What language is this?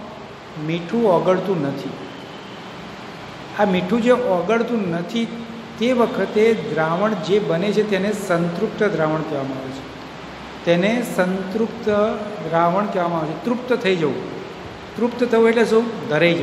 Gujarati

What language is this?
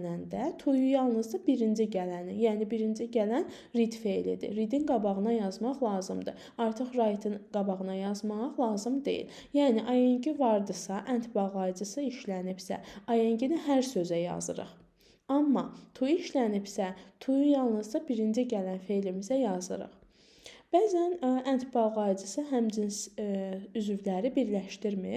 Azerbaijani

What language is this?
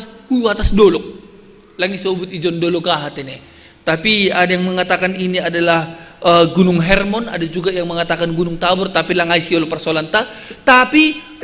Batak Simalungun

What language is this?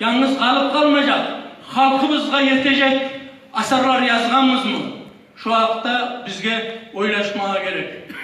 Kumyk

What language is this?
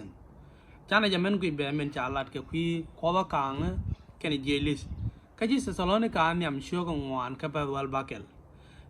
Nuer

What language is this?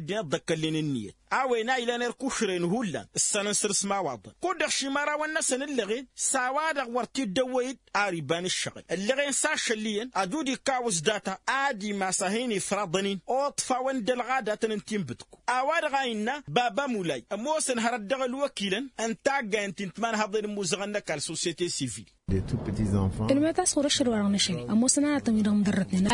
Tamasheq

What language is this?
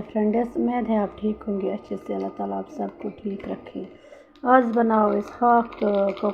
Kashmiri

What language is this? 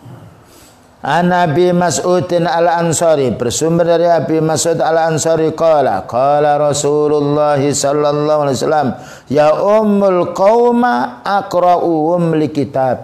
Indonesian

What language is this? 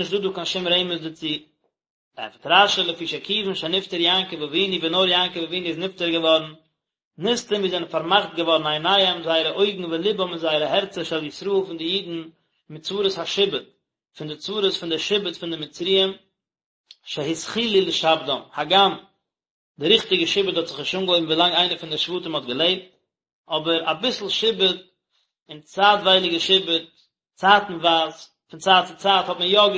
Yiddish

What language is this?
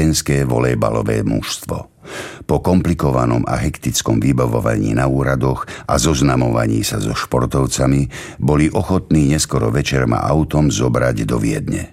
Slovak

